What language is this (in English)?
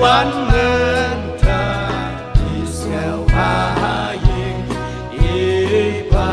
Khasi